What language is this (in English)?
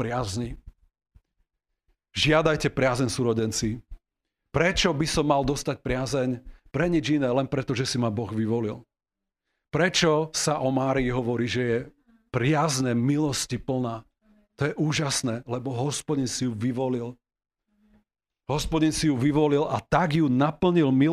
Slovak